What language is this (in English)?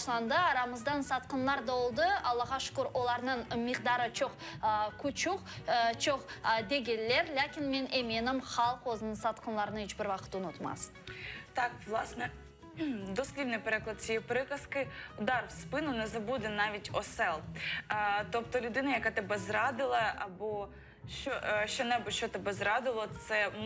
Crimean Tatar